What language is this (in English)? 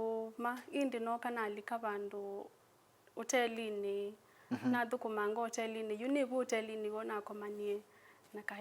Kamba